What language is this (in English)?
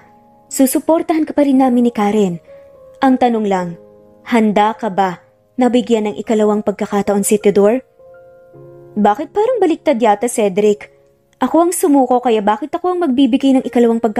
Filipino